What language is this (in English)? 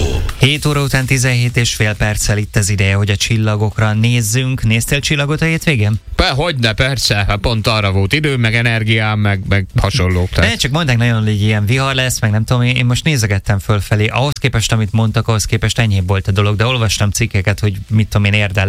Hungarian